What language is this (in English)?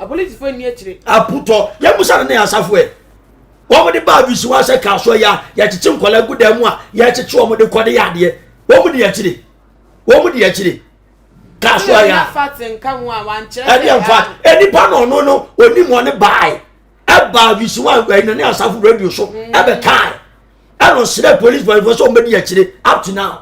Akan